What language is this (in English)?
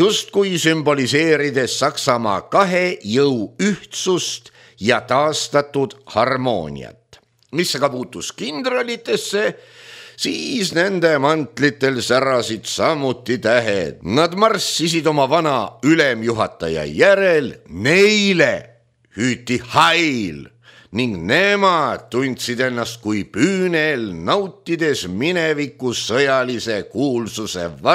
Estonian